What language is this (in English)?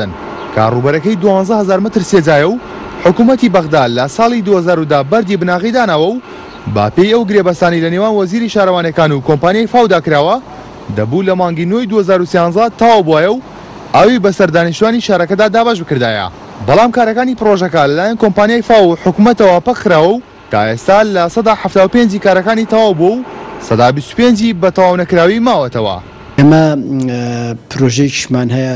Central Kurdish